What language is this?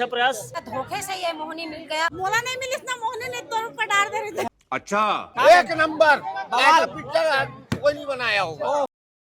Chhattisgarhi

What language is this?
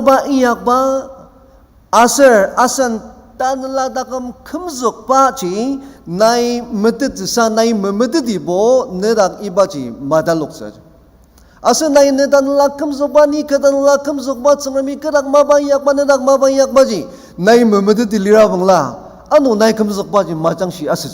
Ao Naga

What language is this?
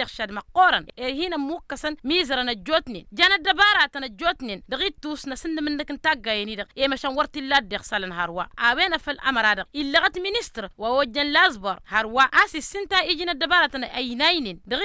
Tamasheq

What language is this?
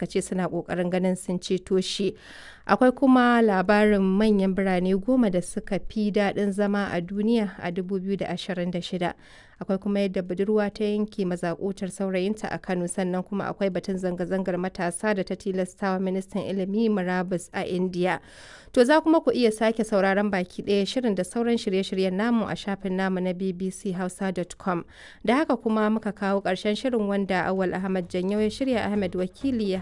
Hausa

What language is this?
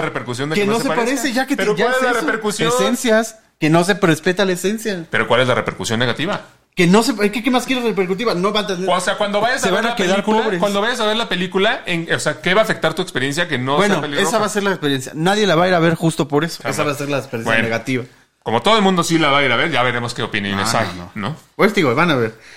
Spanish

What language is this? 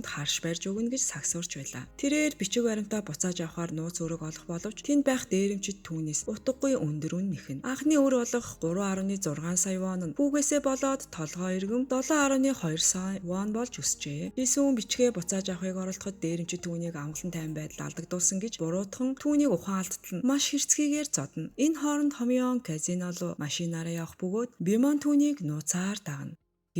Mongolian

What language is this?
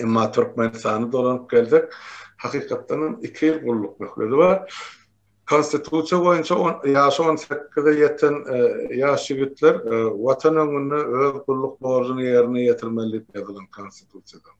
Turkmen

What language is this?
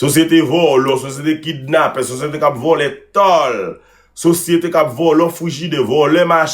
Haitian Creole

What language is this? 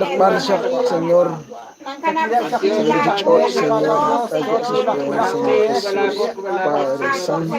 Kekchí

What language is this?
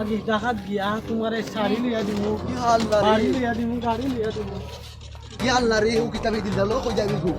Sylheti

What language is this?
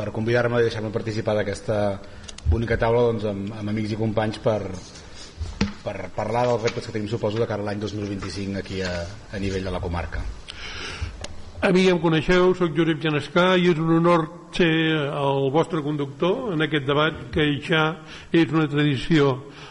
Catalan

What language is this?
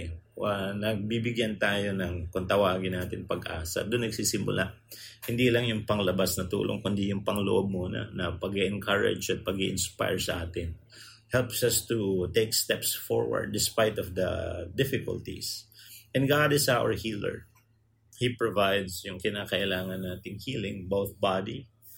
Filipino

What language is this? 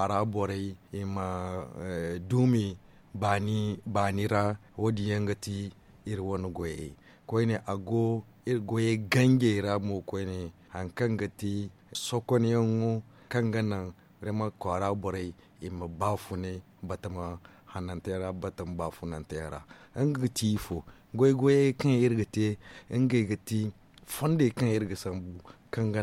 Zarma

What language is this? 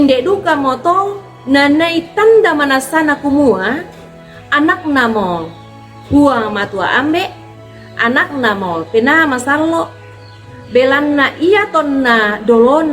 Toraja-Sa'dan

